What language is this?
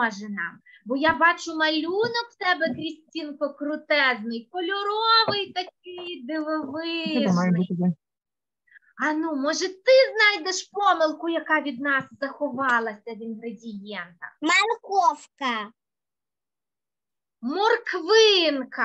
Ukrainian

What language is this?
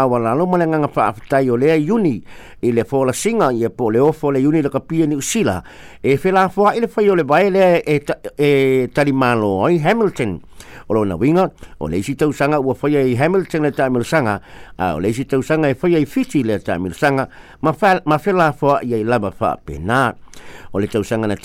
Samoan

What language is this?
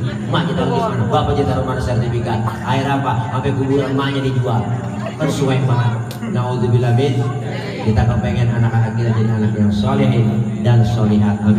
Betawi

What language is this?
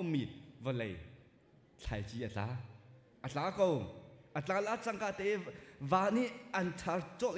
Hakha Chin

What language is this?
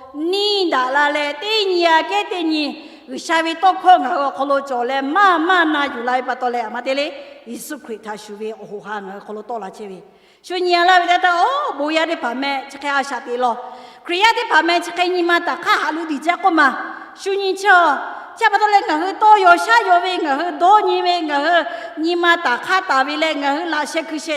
Lahu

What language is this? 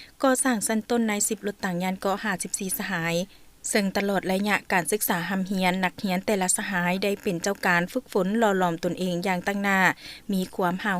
Lao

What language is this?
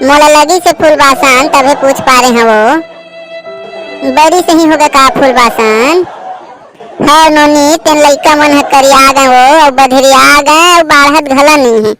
Chhattisgarhi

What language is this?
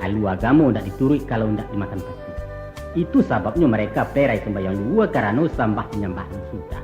Minangkabau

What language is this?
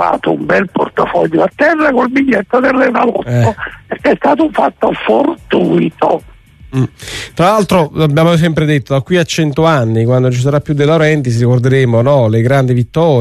Italian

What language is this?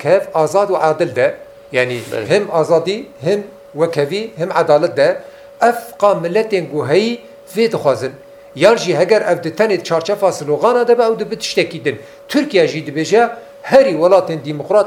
Kurdish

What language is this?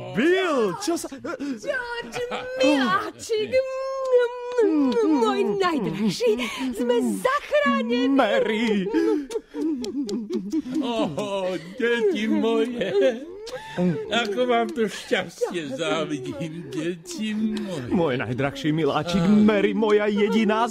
Slovak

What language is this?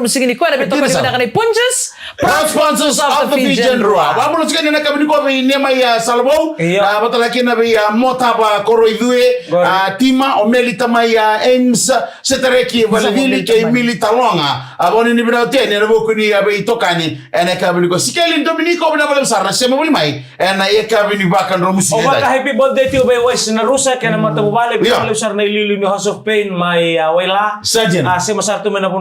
Fijian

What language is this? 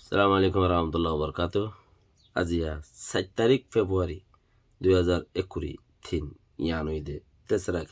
Rohingya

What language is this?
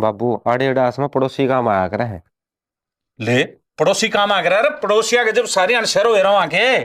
Haryanvi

